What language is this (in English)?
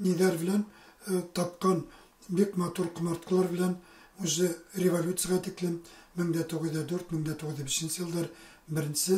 Bashkir